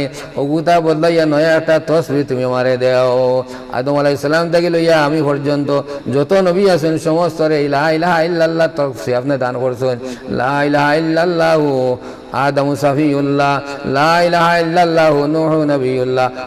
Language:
Sylheti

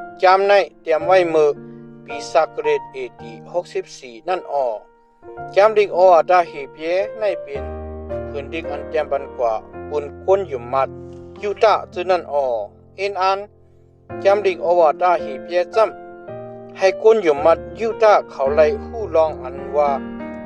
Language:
Shan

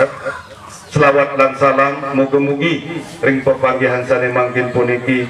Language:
Sasak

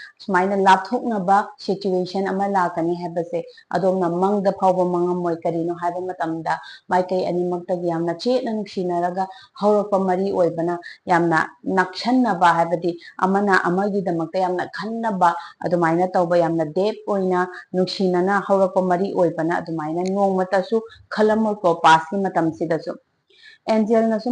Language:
Manipuri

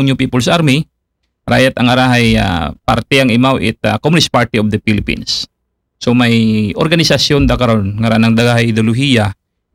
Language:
Aklanon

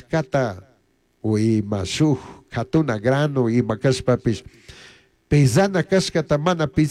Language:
Chimborazo Highland Quichua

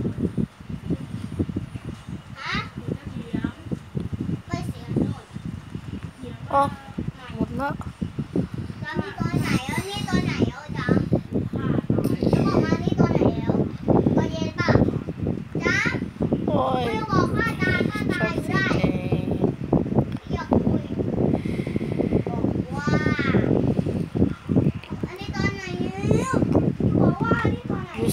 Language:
Thai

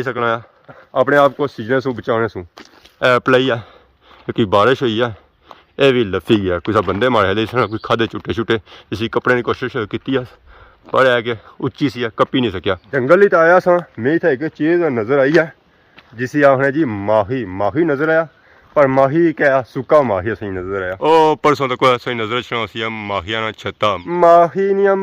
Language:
Pahari-Potwari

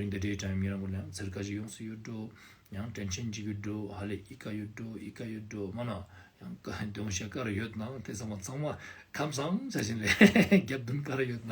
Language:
Ladakhi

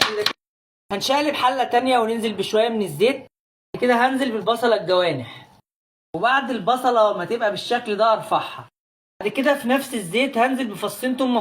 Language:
Egyptian Arabic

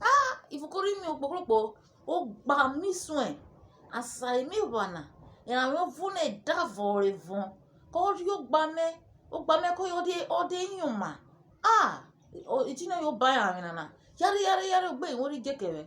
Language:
Urhobo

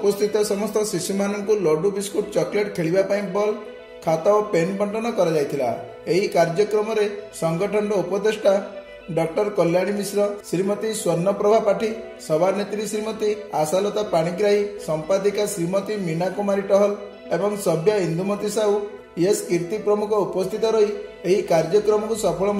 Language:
Odia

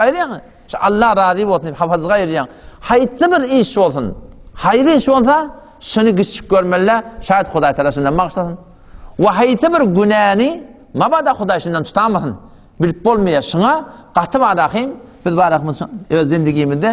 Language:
Turkmen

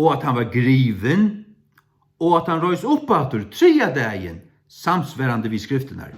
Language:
Faroese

